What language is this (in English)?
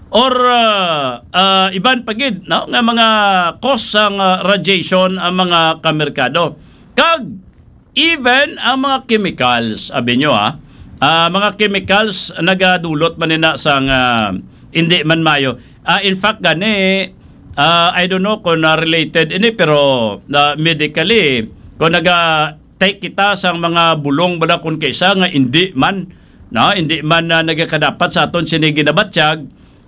Hiligaynon